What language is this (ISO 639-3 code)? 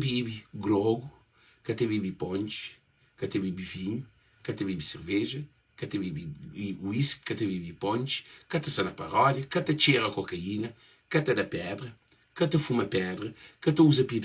kea